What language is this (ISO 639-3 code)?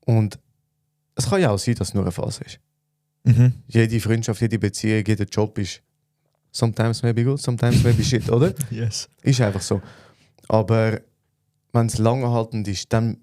gsw